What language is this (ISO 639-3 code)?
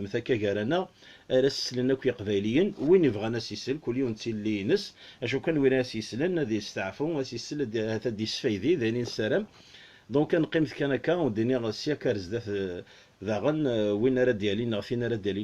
kab